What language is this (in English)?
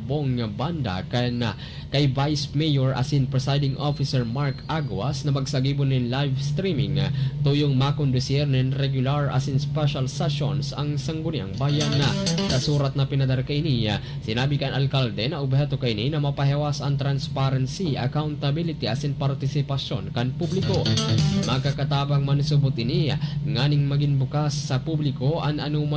Bikol